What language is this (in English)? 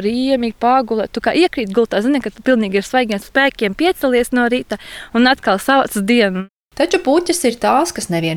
Latvian